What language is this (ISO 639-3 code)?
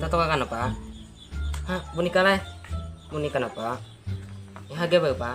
bjn